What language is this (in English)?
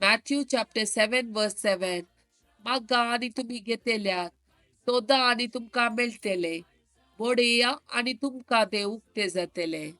Konkani